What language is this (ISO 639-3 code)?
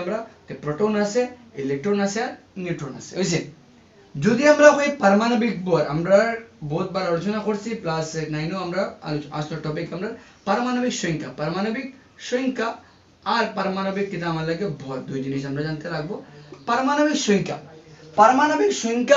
ben